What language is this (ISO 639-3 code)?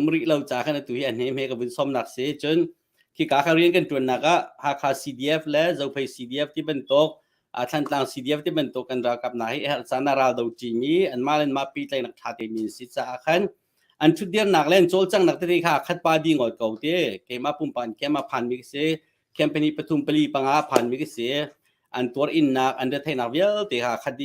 cnh